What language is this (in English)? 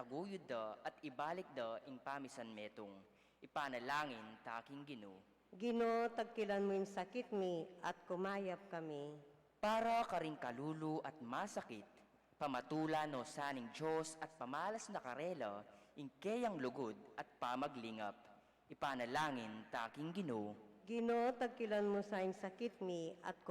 Pampanga